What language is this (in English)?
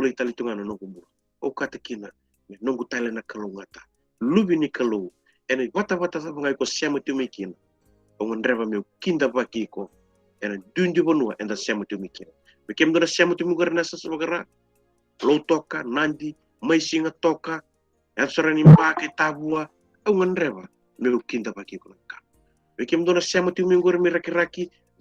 Fijian